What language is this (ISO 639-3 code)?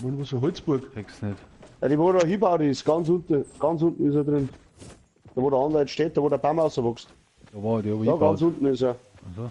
bar